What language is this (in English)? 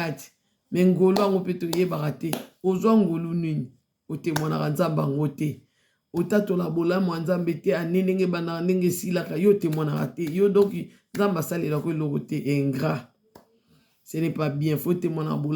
Lingala